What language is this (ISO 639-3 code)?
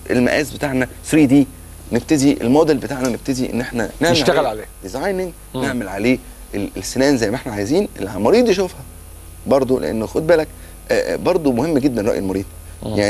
arz